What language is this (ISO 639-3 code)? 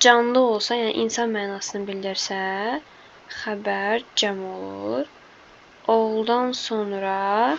aze